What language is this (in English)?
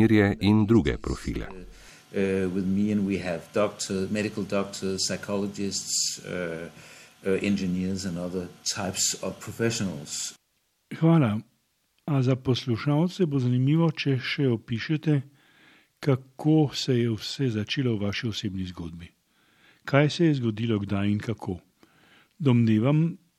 Slovenian